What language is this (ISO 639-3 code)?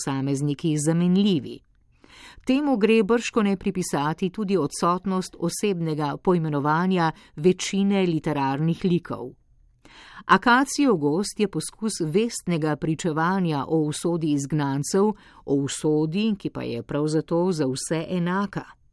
slv